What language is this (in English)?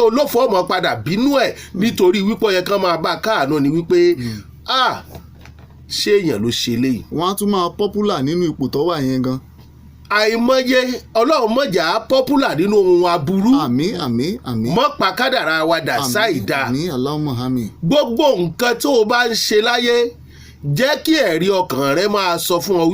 Yoruba